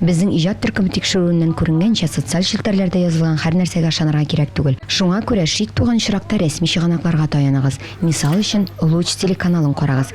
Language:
Tatar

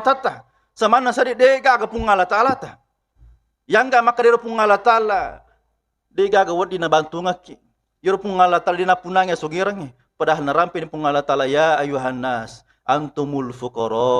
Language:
Buginese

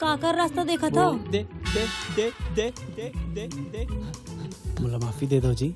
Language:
Chhattisgarhi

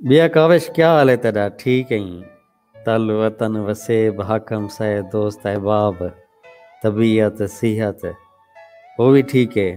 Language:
Saraiki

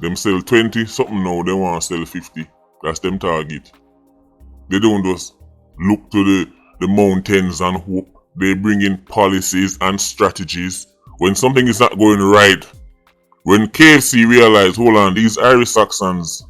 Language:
Jamaican Creole English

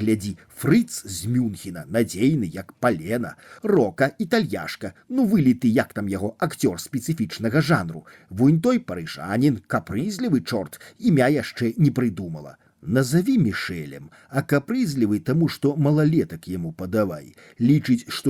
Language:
Belarusian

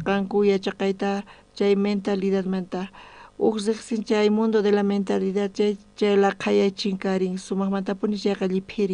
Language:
South Bolivian Quechua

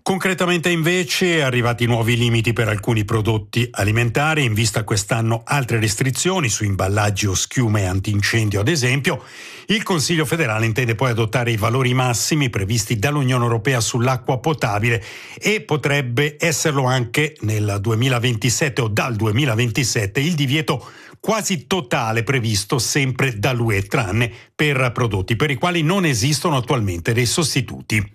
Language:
Italian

